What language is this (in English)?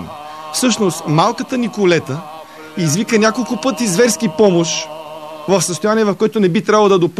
Bulgarian